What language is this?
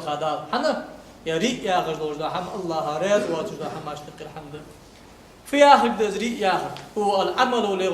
Ingush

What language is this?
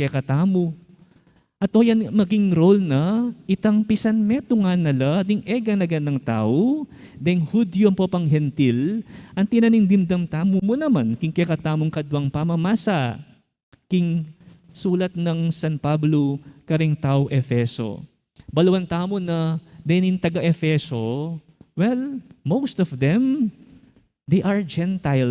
Pampanga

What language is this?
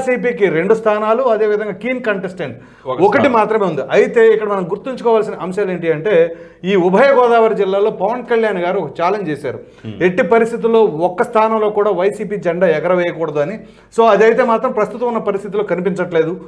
Telugu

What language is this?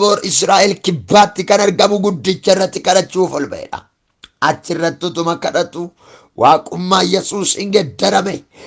Oromo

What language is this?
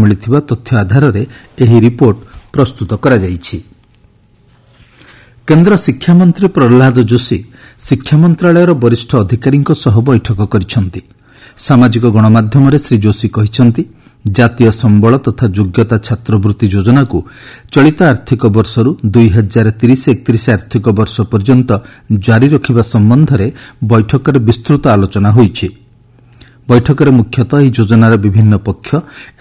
Odia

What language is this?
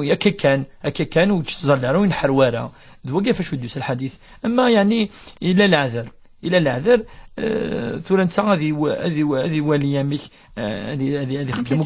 Kabyle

